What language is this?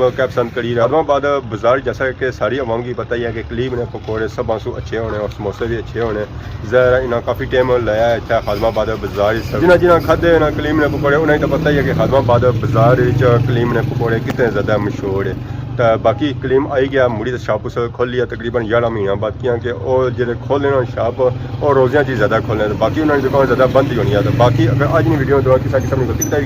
Pahari-Potwari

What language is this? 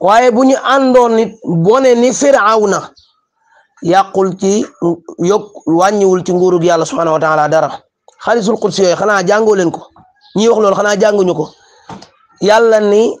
Wolof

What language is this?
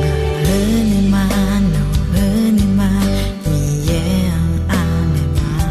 Akha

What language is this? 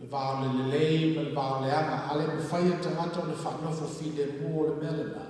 Samoan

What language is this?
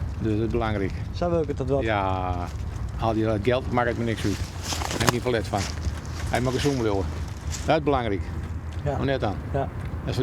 Western Frisian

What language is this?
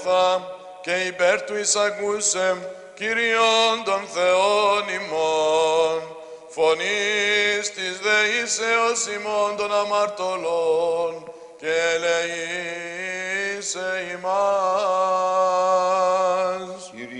Greek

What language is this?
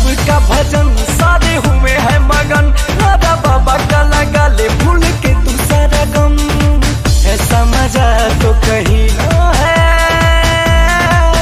Bhojpuri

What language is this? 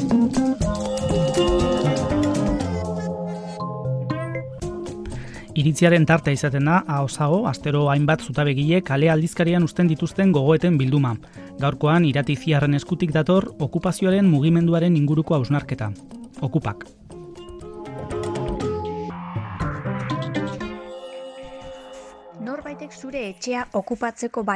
Basque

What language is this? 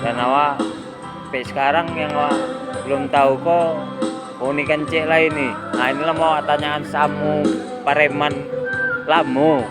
Minangkabau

